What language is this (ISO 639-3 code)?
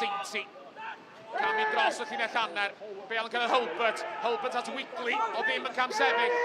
cym